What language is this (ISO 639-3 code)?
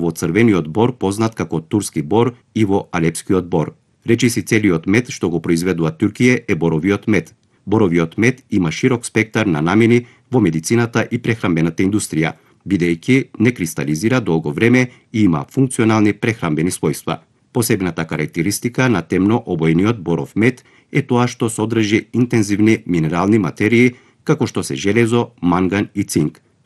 mkd